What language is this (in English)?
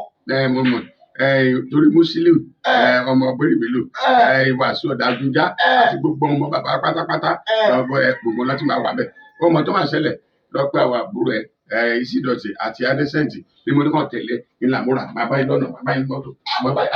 Yoruba